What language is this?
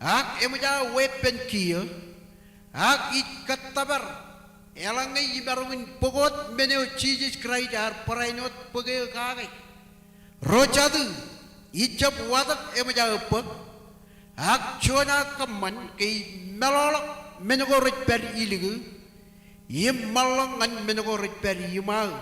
Marshallese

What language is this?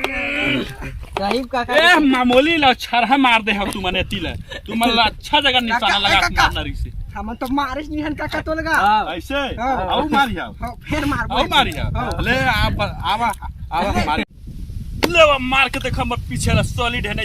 Chhattisgarhi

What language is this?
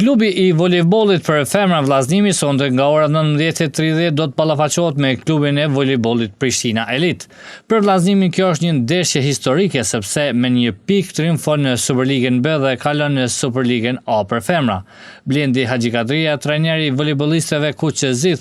Albanian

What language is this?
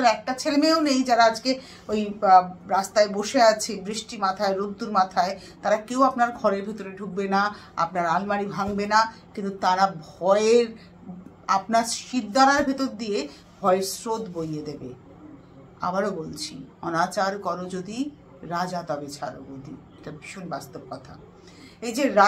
Bangla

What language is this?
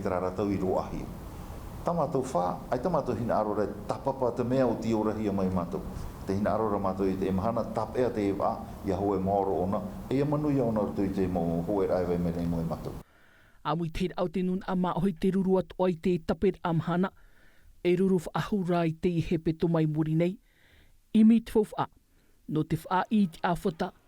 Tahitian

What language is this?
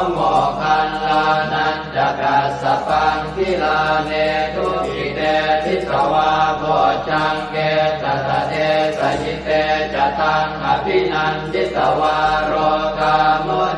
Pali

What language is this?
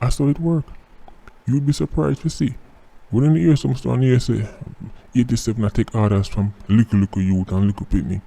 Jamaican Creole English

